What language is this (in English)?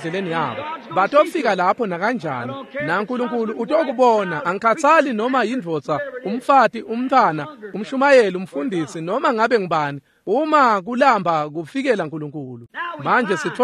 Swati